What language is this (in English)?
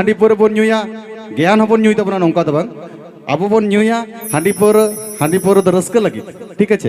Santali